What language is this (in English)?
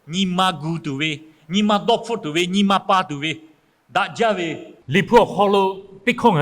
Lahu